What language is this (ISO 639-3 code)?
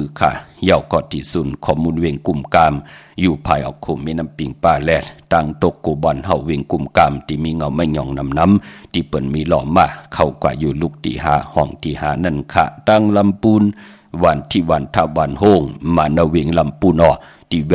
shn